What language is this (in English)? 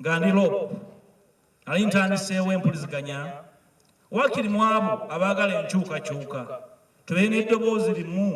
Ganda